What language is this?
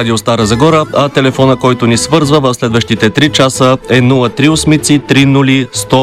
Bulgarian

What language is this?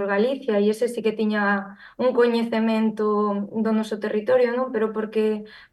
Galician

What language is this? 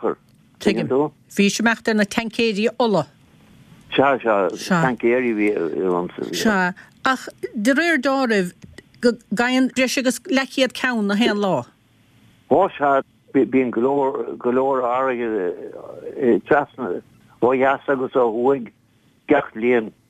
Irish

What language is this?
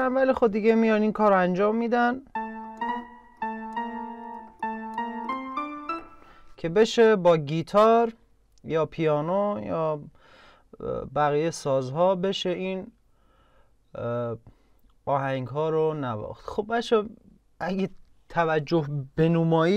Persian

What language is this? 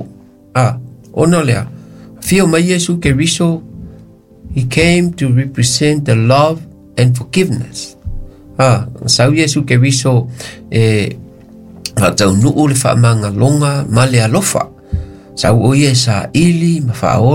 Samoan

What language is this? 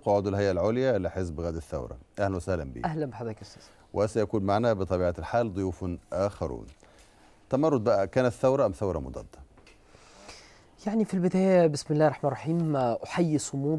Egyptian Arabic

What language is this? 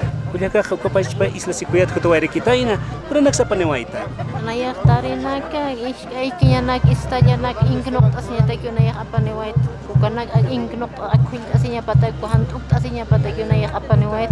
Aymara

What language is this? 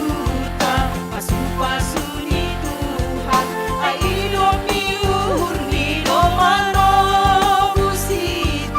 Batak Simalungun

